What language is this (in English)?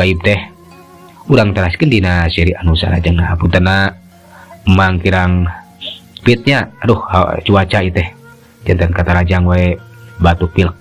Sundanese